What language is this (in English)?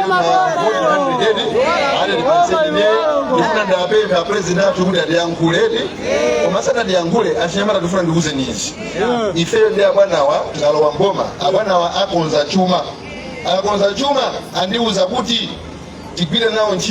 Nyanja